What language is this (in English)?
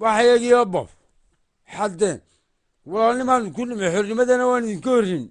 Somali